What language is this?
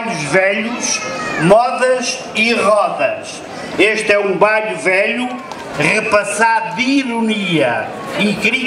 Portuguese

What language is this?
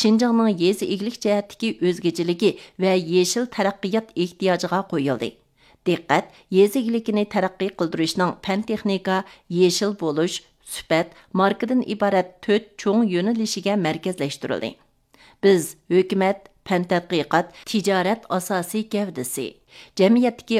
Uyghur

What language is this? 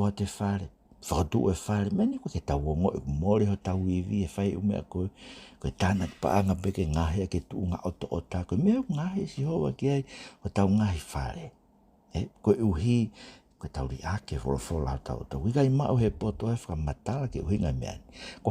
Tongan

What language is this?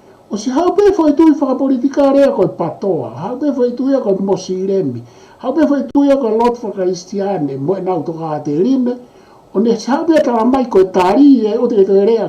Tongan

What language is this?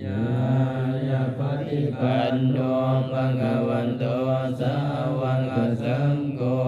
Pali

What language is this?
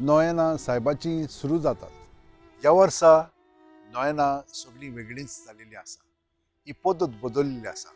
Konkani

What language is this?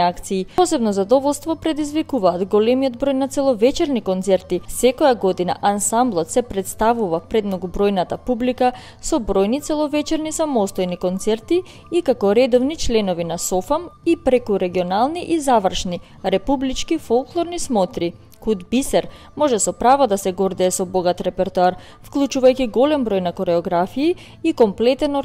Macedonian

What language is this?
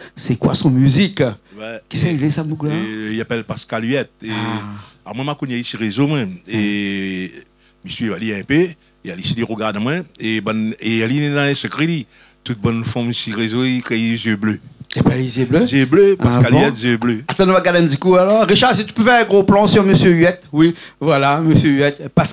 Réunion Creole French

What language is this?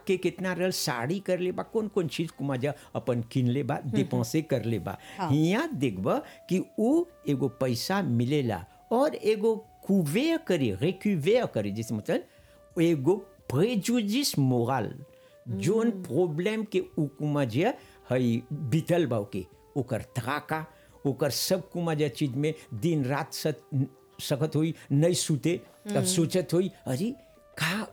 Bhojpuri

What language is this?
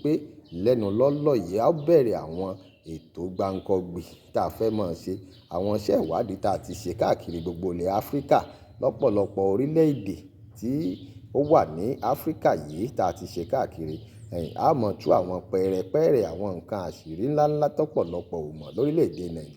Yoruba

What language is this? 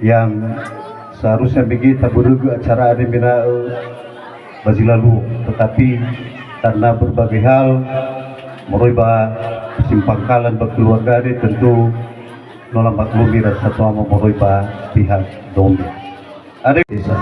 Nias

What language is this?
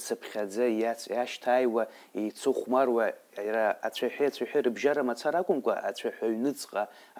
Abkhazian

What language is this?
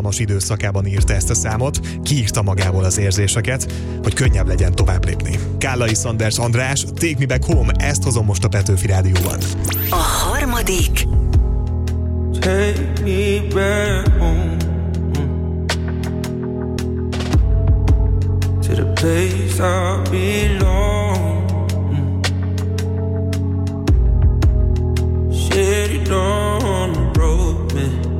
Hungarian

